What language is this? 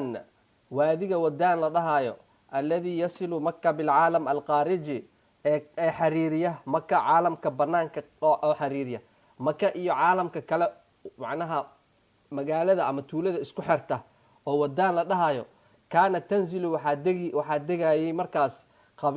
Somali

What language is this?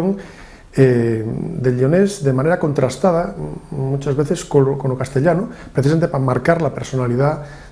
Asturian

